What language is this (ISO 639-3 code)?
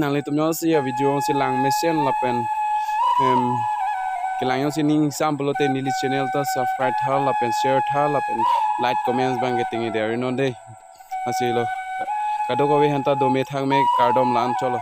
mjw